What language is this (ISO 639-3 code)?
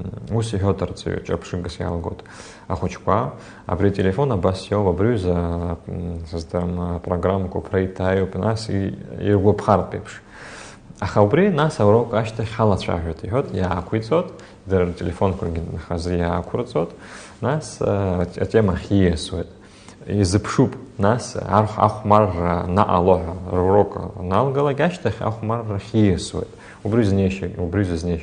abk